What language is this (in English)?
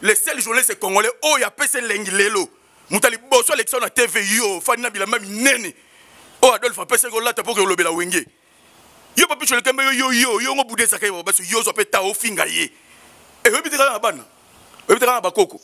Lingala